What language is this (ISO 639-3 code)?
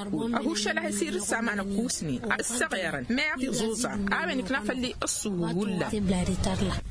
taq